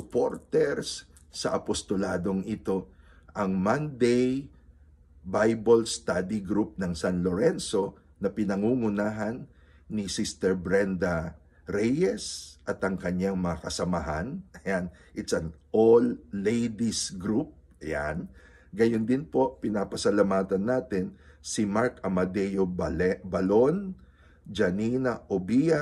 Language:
Filipino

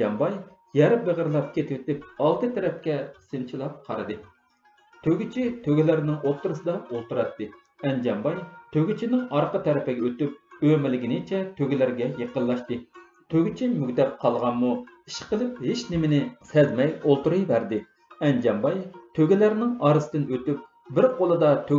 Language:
Uyghur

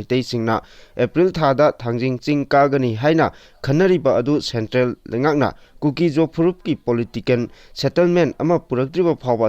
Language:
Manipuri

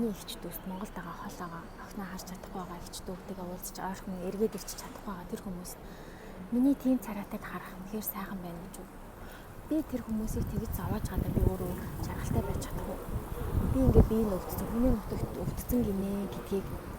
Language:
Mongolian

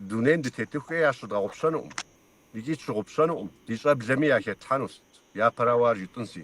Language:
Kabardian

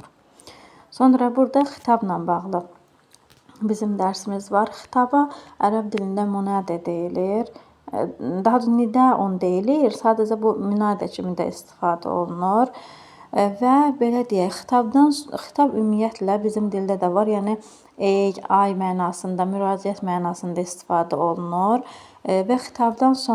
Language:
Azerbaijani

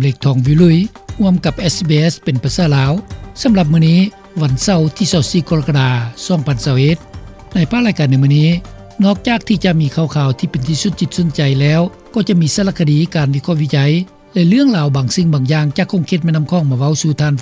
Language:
Lao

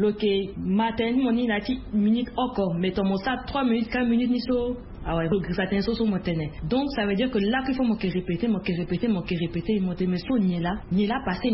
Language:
Sango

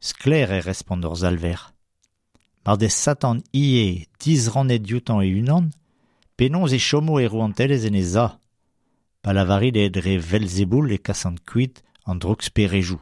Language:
Breton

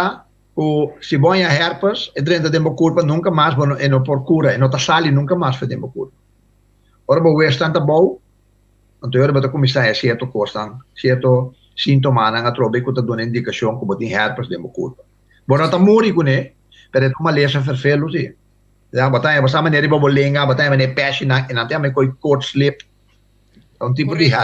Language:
Papiamento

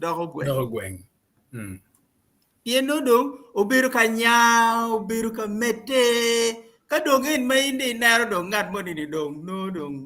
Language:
Acoli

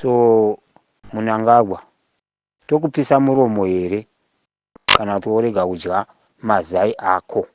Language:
Shona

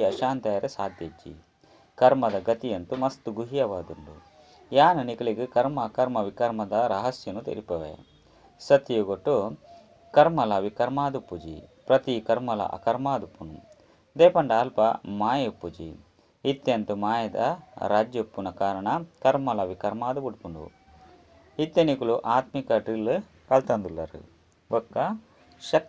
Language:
Tulu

